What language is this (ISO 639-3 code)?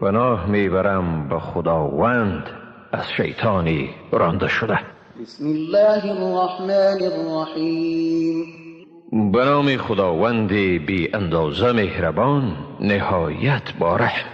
tgk